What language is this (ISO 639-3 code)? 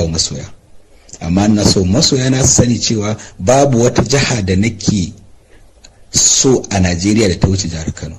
hau